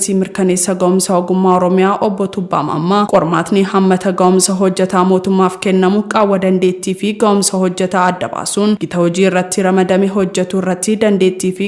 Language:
Oromo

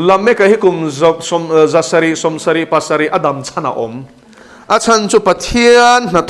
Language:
Mizo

